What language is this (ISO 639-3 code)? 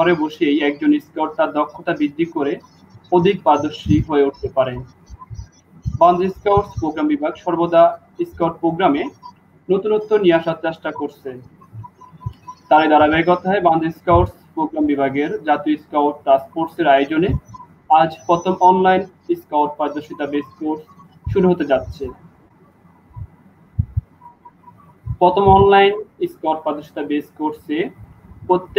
ben